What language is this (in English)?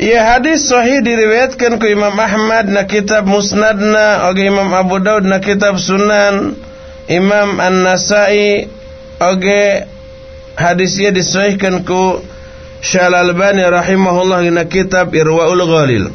Sundanese